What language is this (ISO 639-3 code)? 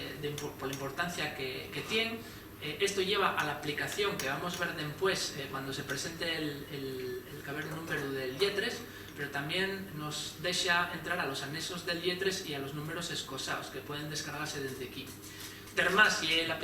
ast